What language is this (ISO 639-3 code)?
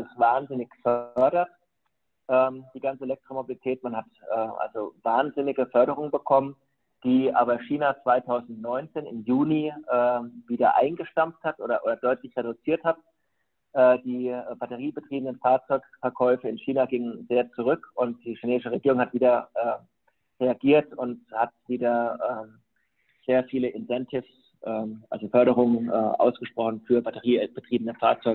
deu